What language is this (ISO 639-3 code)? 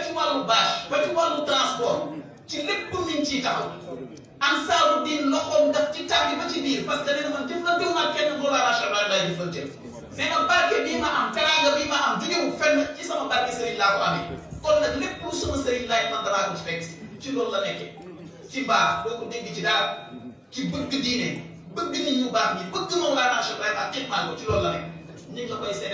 wol